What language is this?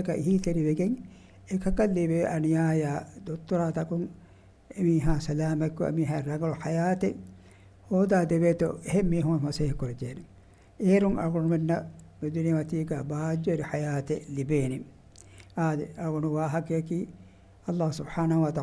Divehi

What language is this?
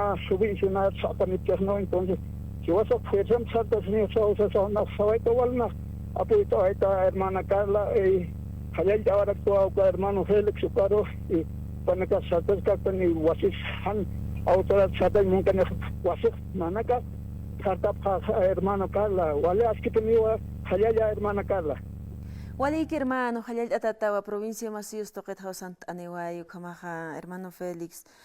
Aymara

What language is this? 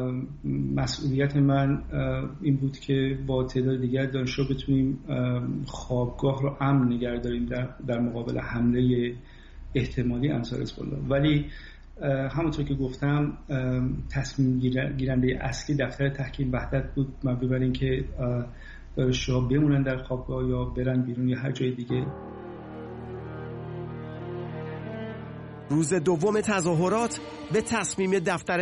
Persian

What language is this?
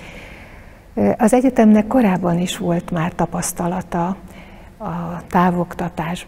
Hungarian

